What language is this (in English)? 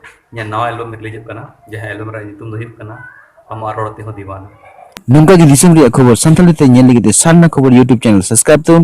Santali